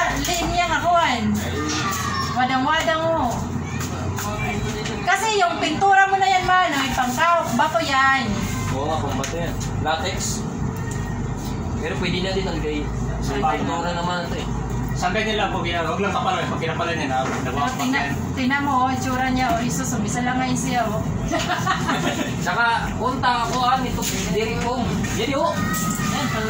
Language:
Filipino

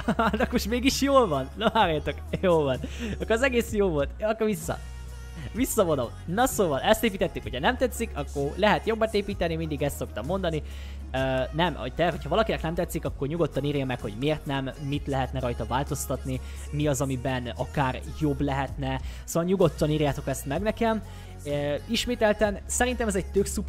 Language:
Hungarian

